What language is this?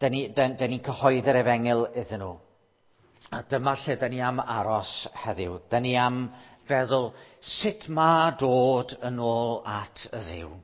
Welsh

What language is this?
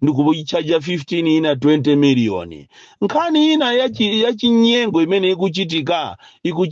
Nyanja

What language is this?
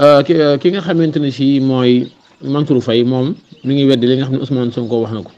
Wolof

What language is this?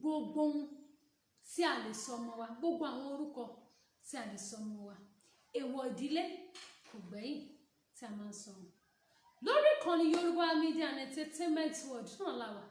Yoruba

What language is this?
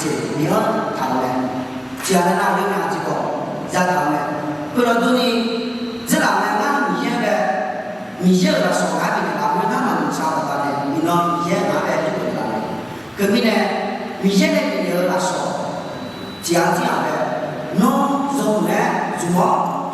Akha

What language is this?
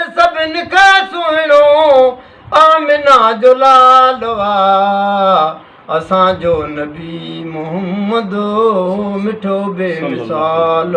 Sindhi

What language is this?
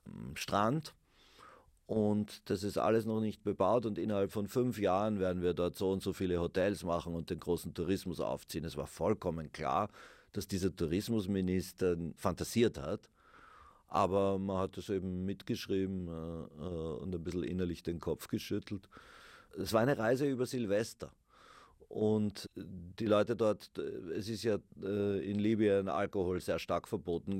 German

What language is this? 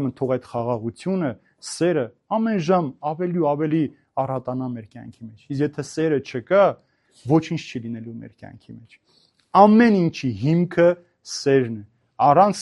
Armenian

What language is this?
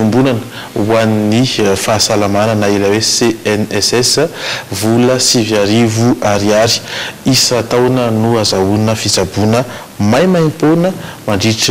Malagasy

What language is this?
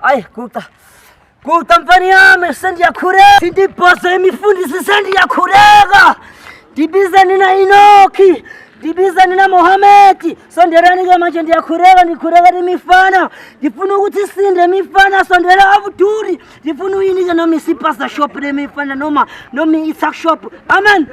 Zulu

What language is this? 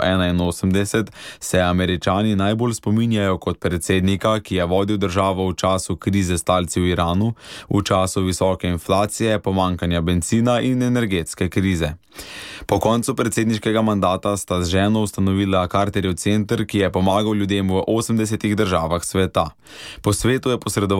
Slovenian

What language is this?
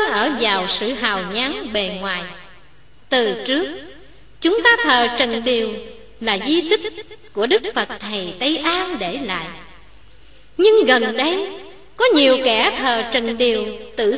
Vietnamese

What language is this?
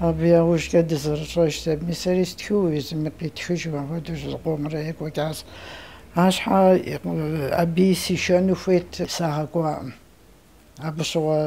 Kabardian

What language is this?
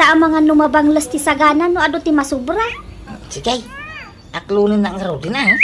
Iloko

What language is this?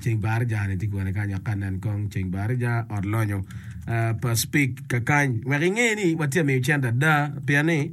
Acoli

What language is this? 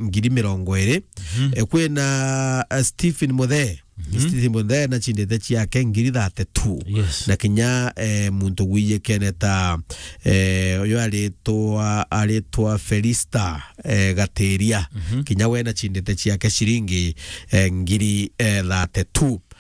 Meru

